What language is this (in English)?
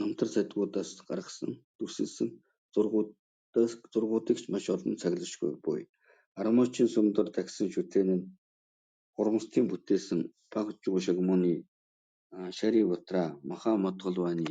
Mongolian